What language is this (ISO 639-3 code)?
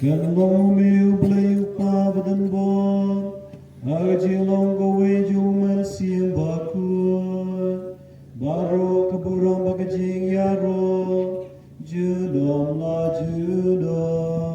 kha